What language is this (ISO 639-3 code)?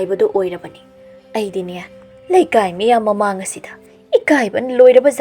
mni